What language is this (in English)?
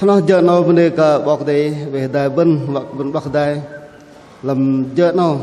Bahnar